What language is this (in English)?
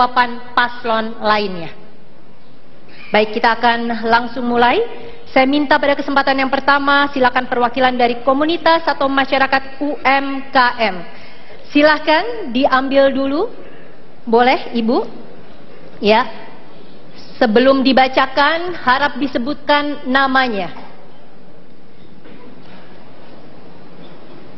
Indonesian